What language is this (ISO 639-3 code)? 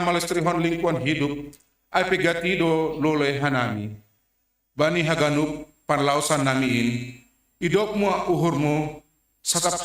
bts